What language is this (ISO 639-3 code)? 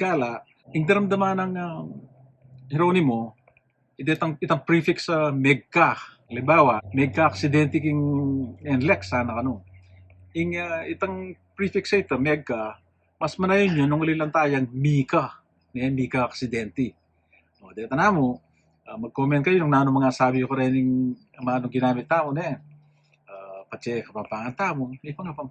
pam